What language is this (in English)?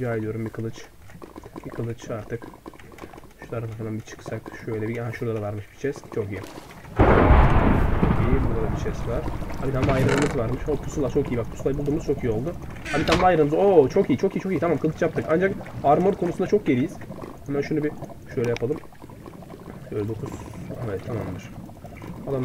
Turkish